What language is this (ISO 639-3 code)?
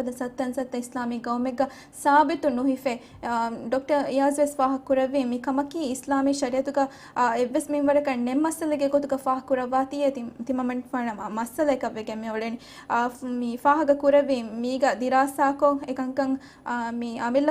div